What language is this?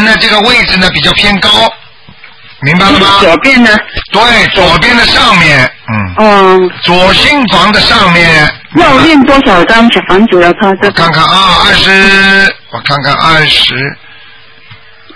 Chinese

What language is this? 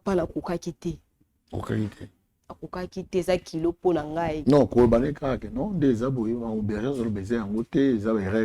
Lingala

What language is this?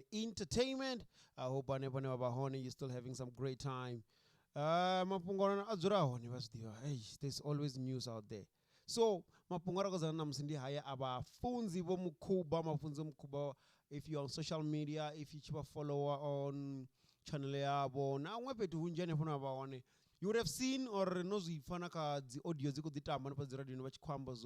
Venda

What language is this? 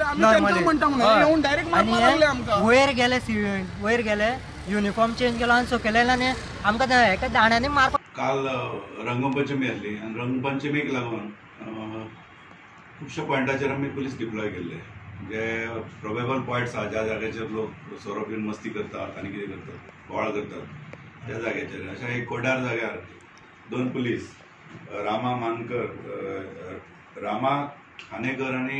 Konkani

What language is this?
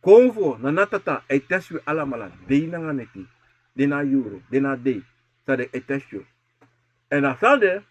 Sranan Tongo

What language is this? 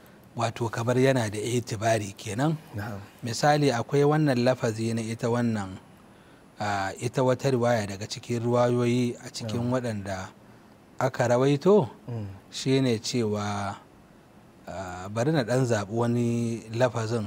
Hausa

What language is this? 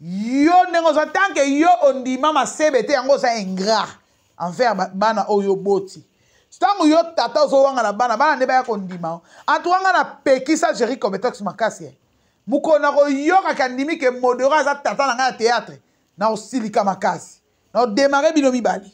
Lingala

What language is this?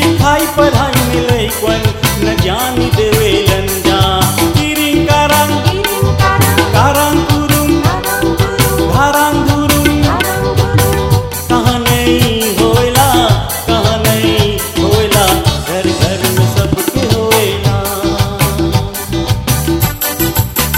Bhojpuri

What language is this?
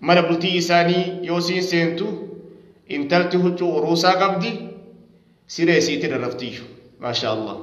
Oromo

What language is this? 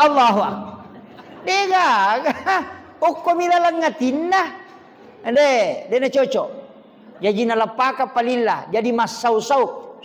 Buginese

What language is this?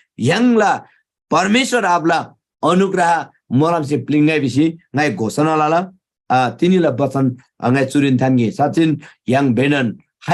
Eastern Tamang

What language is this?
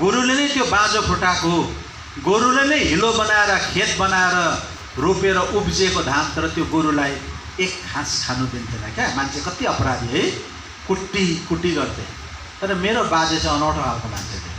Nepali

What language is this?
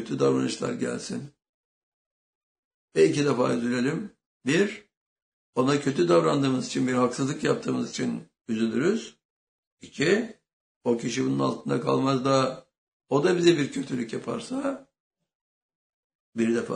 Turkish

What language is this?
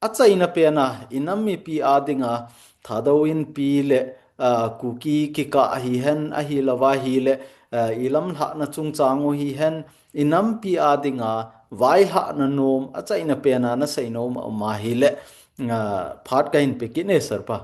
Thado Chin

